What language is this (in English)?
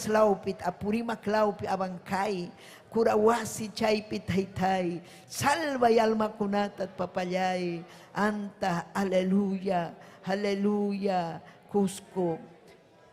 Ayacucho Quechua